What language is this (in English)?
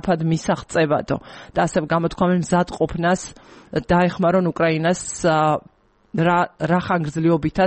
Georgian